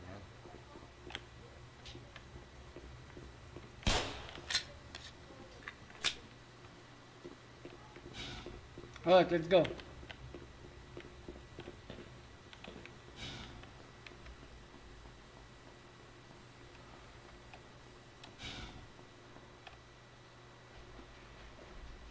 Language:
English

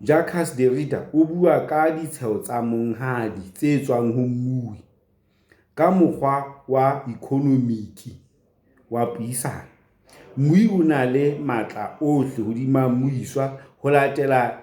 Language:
Southern Sotho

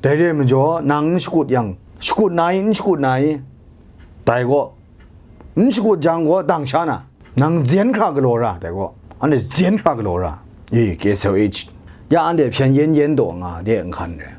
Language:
Kachin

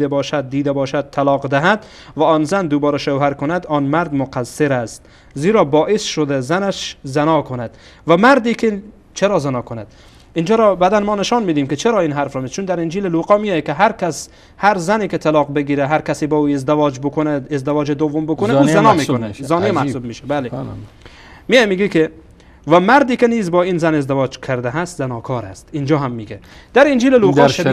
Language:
Persian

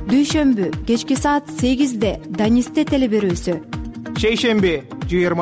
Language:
Kyrgyz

